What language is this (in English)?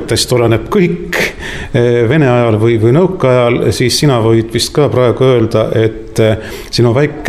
Estonian